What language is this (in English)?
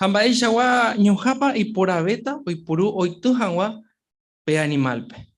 Guarani